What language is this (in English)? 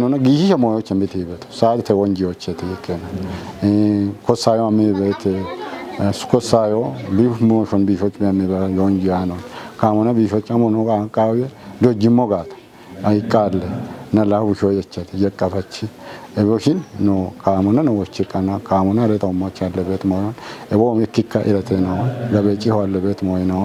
Kafa